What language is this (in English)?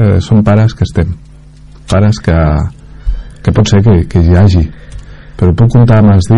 Catalan